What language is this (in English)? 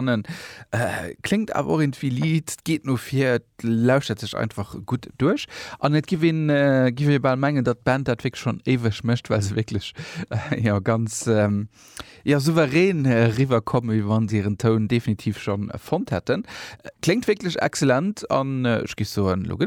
Luxembourgish